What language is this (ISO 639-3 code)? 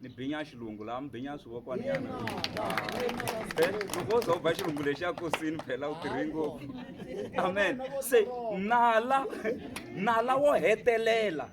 tso